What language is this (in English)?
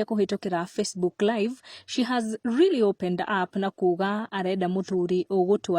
Kikuyu